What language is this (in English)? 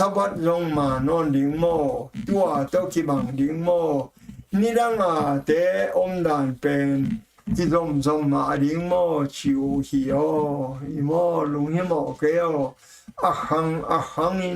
Tedim Chin